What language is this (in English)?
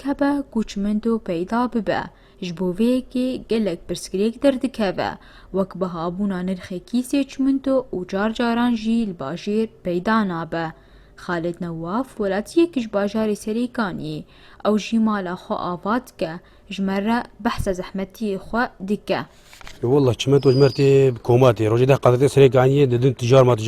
Kurdish